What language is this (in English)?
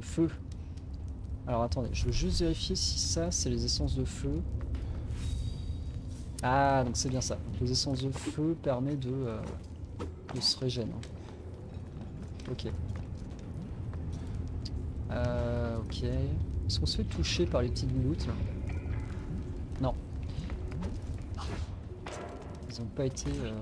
French